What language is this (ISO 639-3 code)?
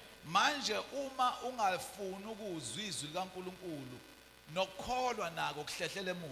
zul